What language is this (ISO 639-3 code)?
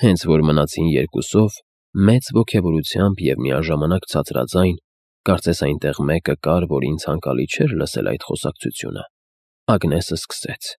hye